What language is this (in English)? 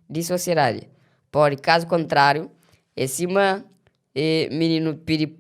Kabuverdianu